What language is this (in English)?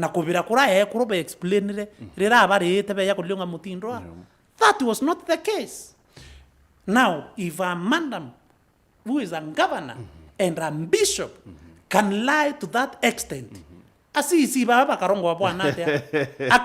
Meru